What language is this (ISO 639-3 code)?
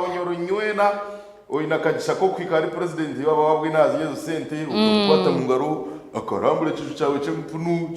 nyn